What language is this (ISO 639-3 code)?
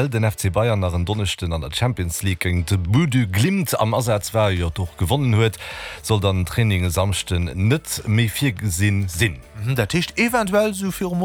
ltz